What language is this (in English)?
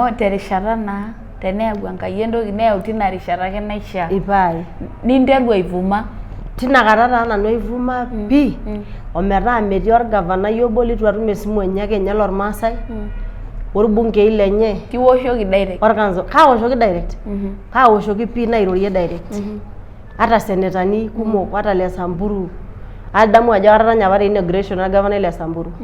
Masai